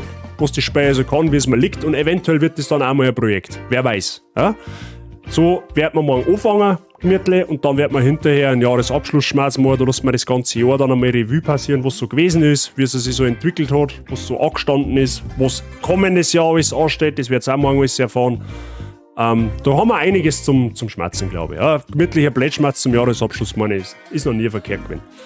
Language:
Bavarian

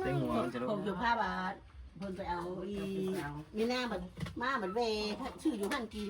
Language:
Northeastern Thai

